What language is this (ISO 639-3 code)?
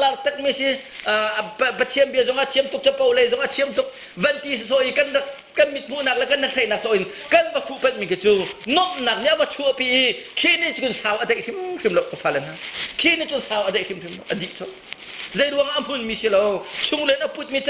cnh